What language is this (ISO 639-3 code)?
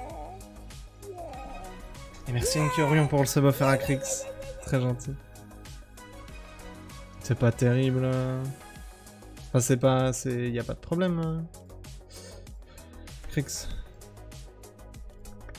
fra